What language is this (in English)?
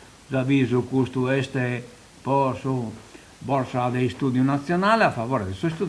Sardinian